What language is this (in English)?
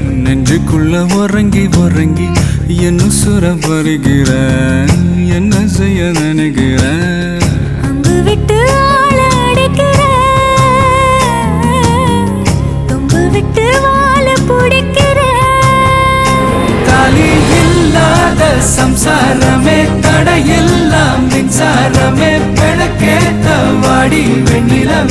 Tamil